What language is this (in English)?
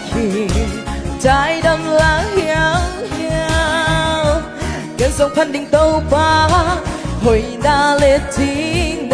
Tedim Chin